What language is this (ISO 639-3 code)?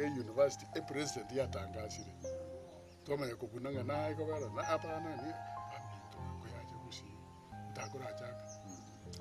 guz